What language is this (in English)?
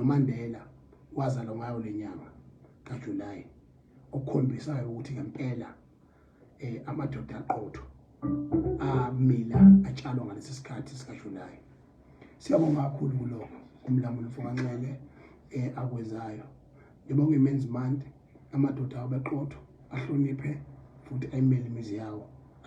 Zulu